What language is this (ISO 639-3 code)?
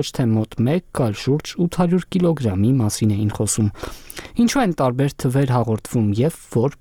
hye